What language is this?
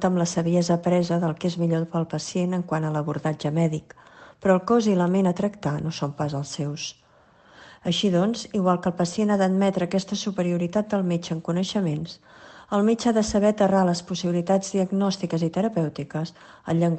Catalan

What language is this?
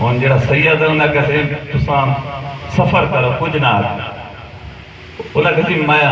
Saraiki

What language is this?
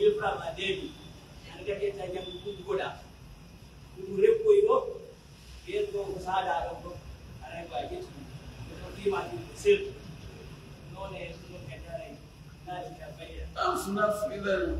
Pular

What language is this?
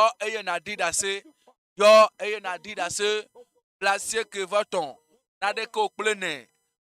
Ewe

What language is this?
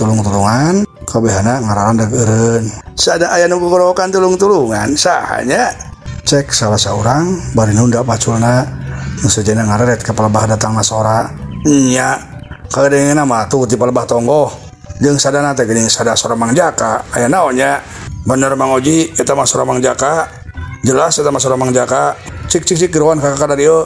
Sundanese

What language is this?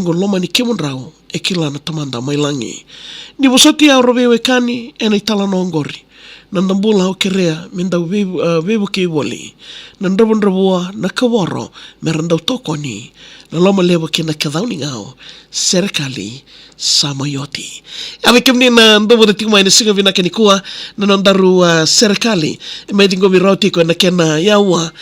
Fijian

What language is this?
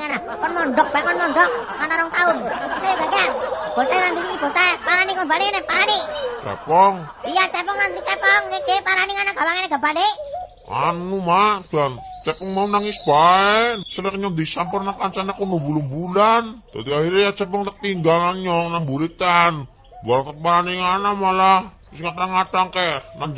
Javanese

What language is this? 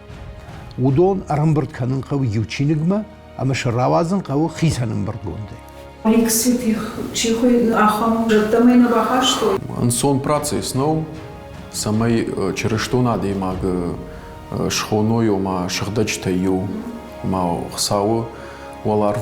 Ossetic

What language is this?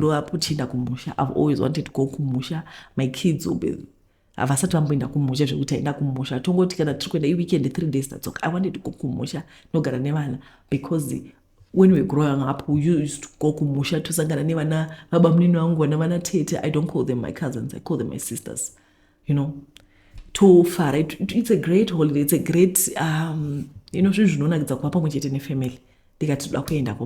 Shona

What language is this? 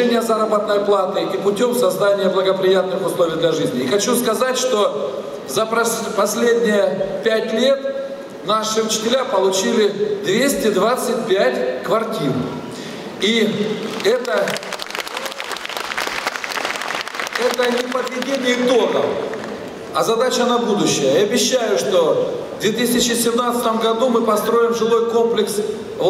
Russian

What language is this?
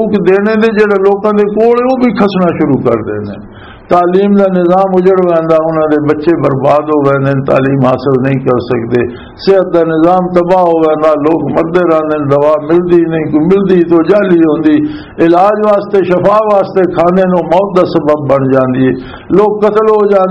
Western Panjabi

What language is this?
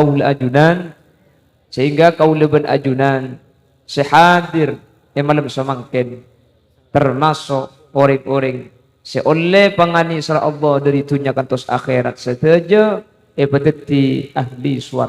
Madurese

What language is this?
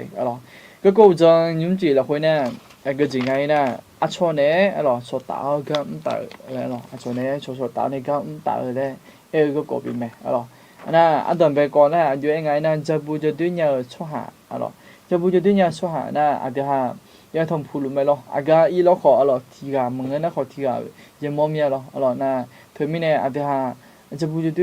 Akha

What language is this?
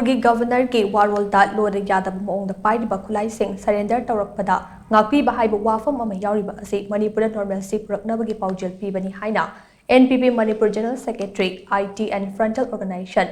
Manipuri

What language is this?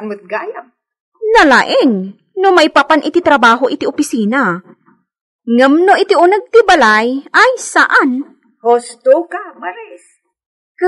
Iloko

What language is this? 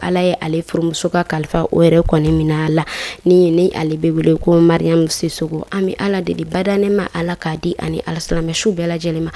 Bambara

